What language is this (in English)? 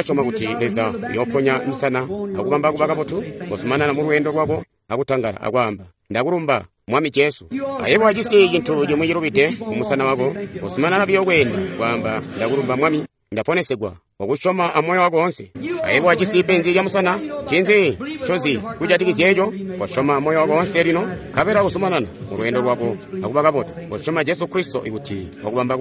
Tonga (Zambia)